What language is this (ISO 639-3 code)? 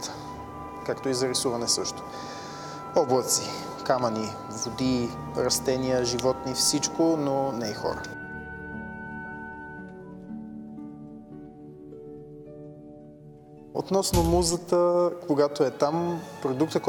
bul